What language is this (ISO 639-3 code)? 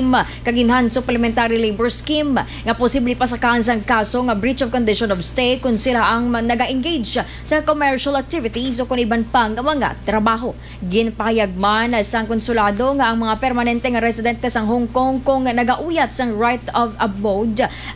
hil